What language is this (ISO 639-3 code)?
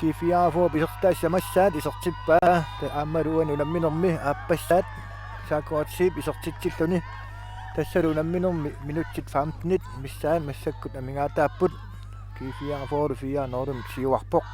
kal